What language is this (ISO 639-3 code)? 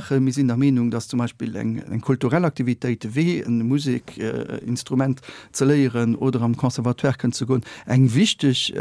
ltz